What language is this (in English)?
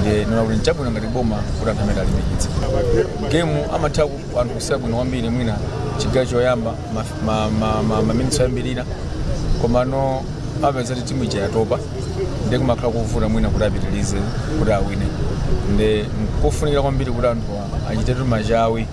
Nyanja